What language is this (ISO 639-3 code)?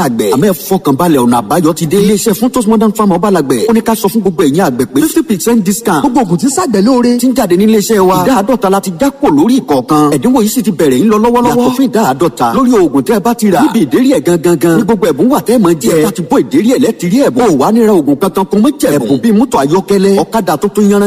yor